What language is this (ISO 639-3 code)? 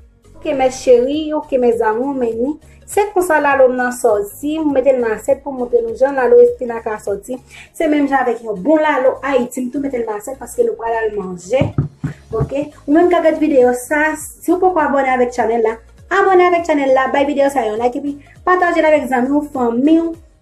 hat